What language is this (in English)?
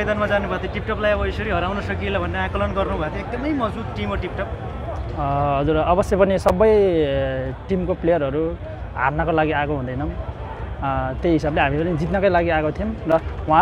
Nepali